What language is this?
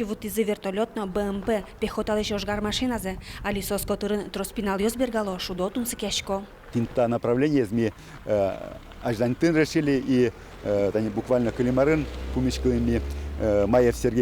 Udmurt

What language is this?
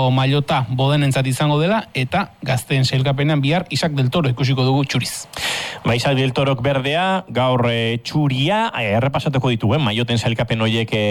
Basque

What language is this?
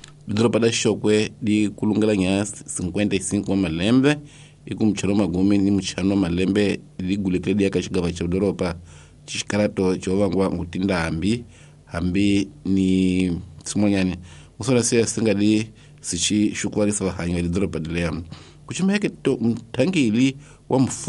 Tsonga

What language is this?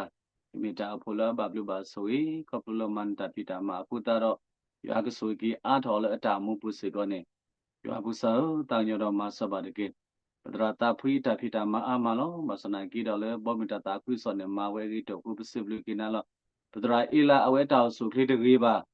S'gaw Karen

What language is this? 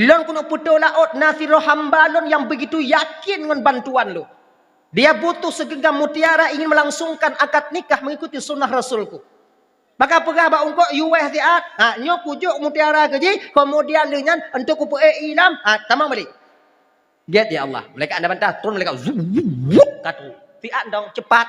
Achinese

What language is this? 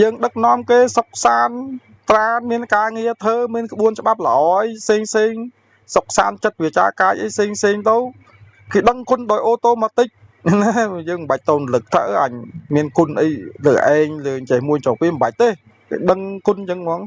Khmer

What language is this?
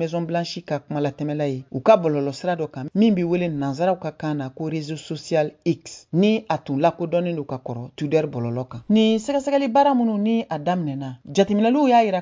Bambara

